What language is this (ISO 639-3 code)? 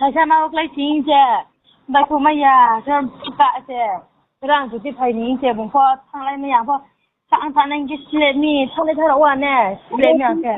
ria